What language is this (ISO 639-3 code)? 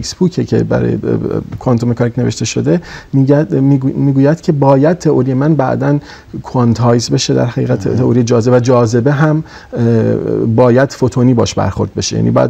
fas